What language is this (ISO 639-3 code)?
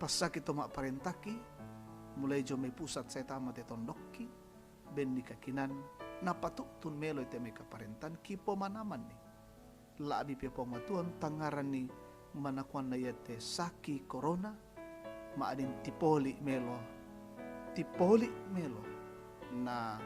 sda